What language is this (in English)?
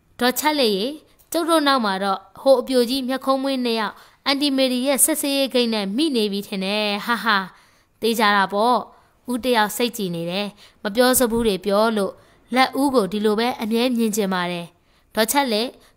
Burmese